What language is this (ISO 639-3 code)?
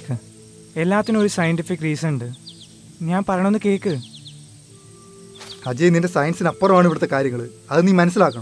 mal